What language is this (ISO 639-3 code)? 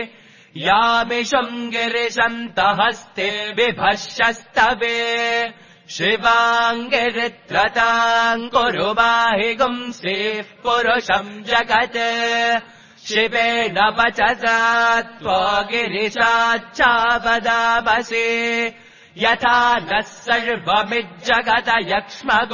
san